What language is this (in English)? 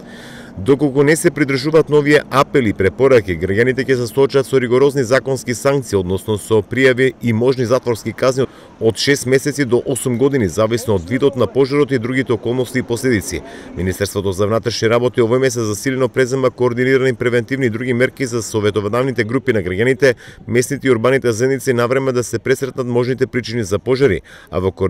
Macedonian